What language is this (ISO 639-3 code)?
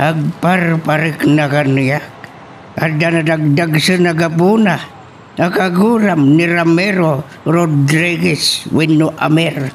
ilo